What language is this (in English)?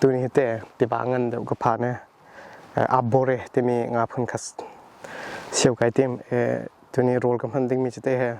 Hakha Chin